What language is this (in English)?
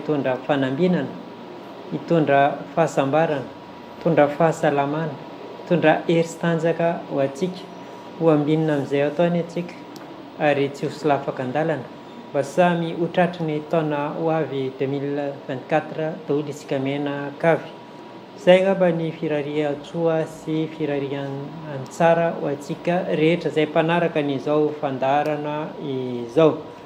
Malagasy